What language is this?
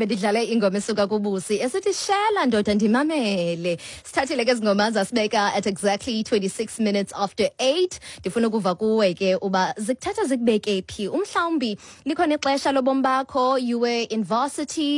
Xhosa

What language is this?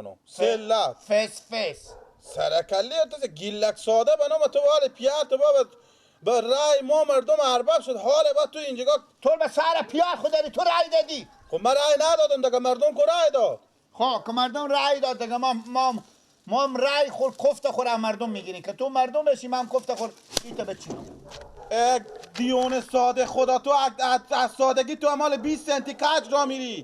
Persian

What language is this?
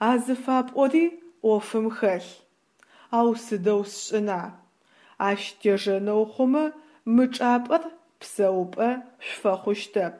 Adyghe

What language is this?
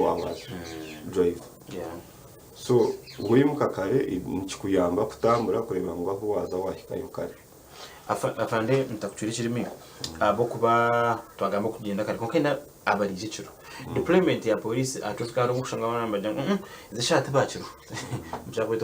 Nyankole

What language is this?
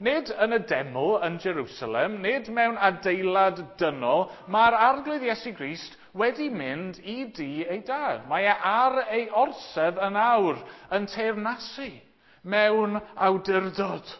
Welsh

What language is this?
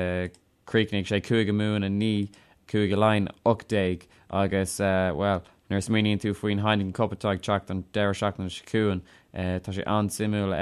Irish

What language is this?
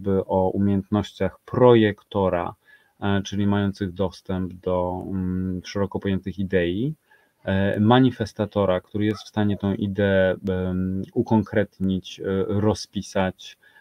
Polish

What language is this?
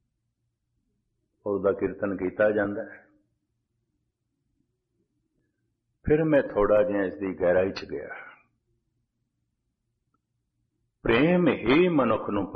Punjabi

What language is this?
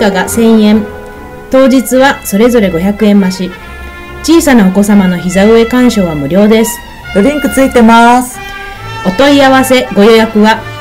Japanese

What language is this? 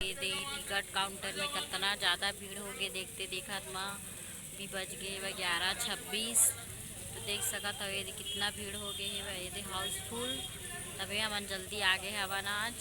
Chhattisgarhi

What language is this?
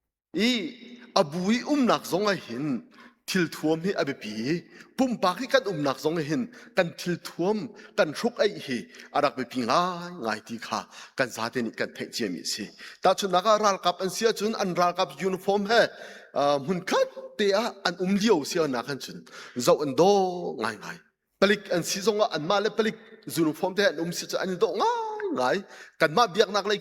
Hakha Chin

